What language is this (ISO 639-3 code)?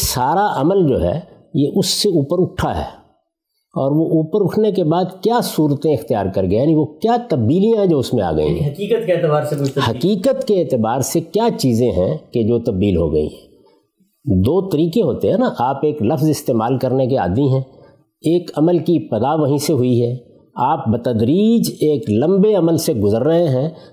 urd